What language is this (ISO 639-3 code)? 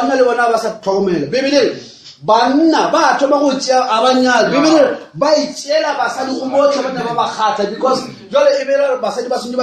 nso